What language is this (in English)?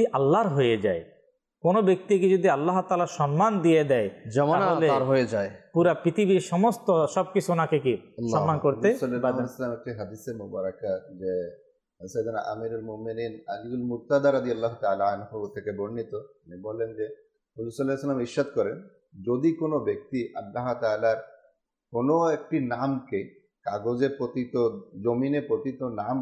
Bangla